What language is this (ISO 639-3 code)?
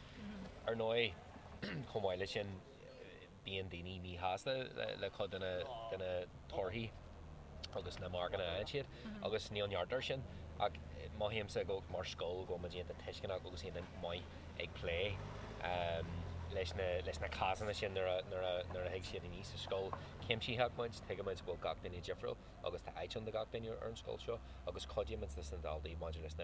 gle